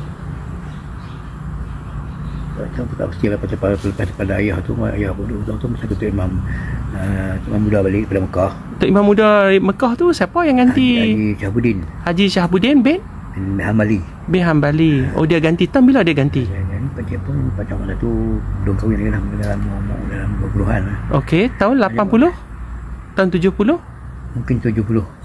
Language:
Malay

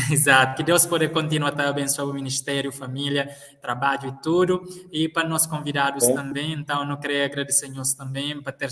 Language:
Kabuverdianu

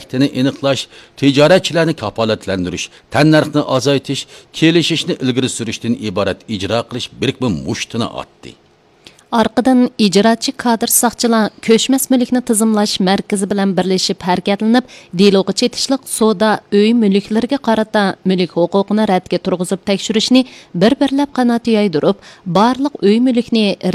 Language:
Uyghur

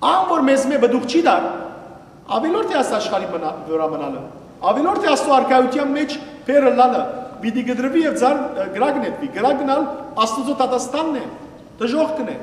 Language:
Western Armenian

